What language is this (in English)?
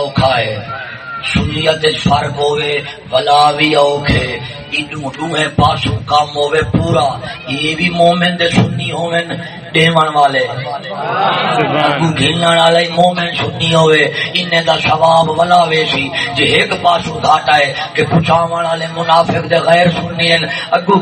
Saraiki